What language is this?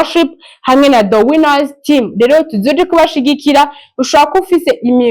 Rundi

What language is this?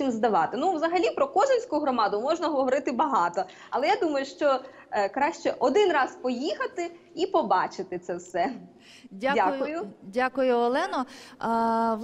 Ukrainian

